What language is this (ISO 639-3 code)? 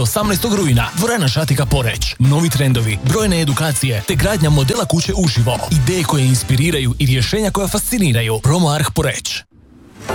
hrv